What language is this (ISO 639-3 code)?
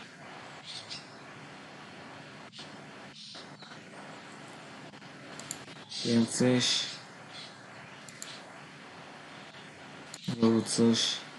hun